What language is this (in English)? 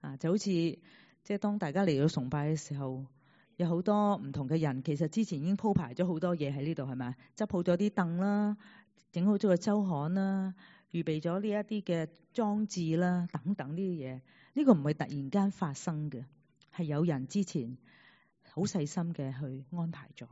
Cantonese